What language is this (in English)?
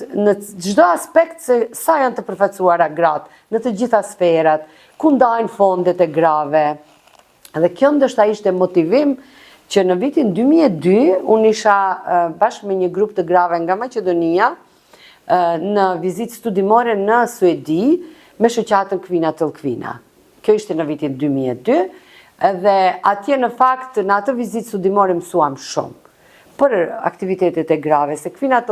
Albanian